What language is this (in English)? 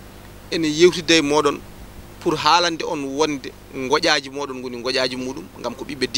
Fula